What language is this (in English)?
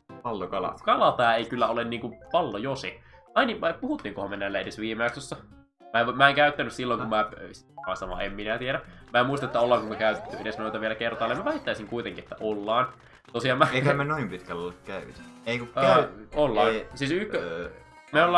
Finnish